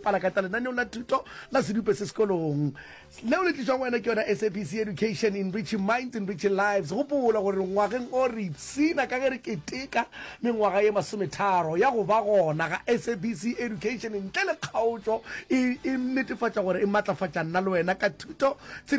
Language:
Northern Sotho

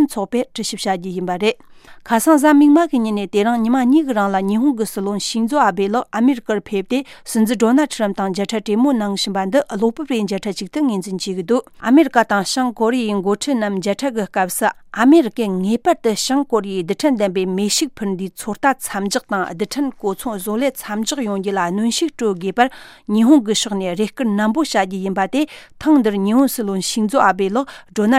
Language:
Tibetan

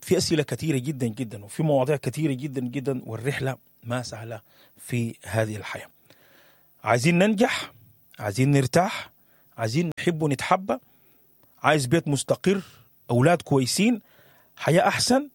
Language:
Sudanese Arabic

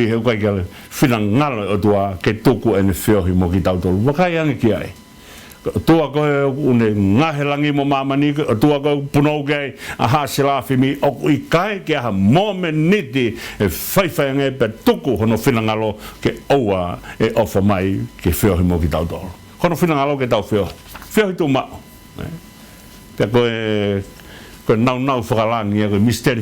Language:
Tongan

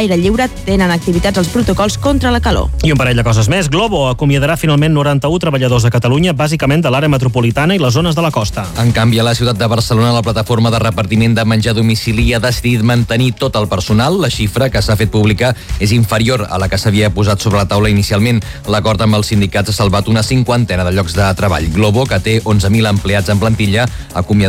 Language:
Catalan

